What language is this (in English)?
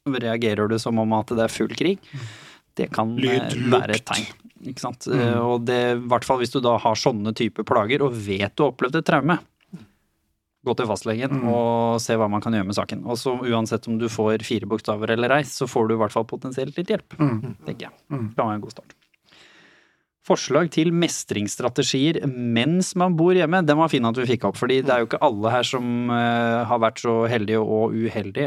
Norwegian